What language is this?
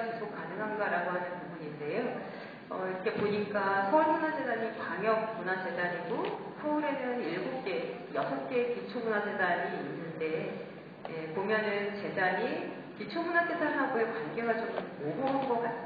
Korean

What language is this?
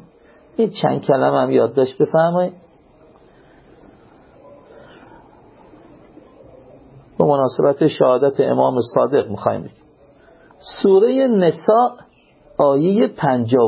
Persian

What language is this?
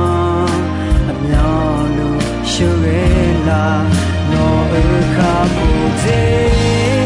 Akha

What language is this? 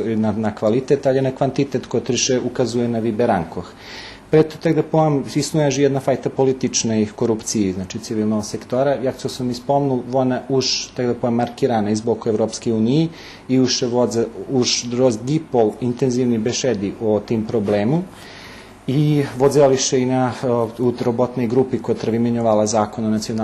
Rusyn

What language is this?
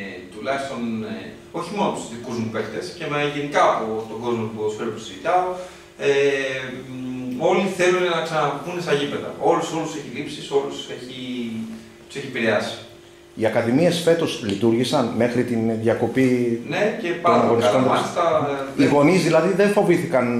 Greek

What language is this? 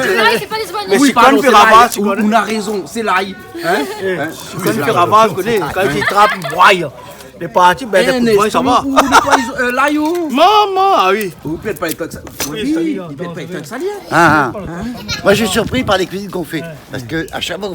Réunion Creole French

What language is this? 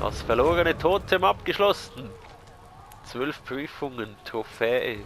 Swiss German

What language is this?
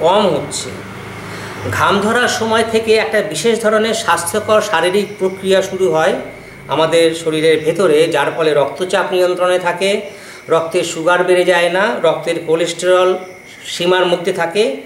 Bangla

